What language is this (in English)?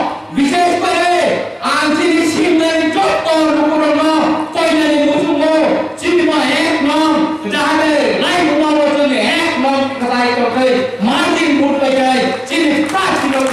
Kok Borok